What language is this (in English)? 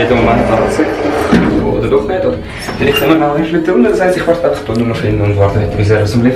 Swiss German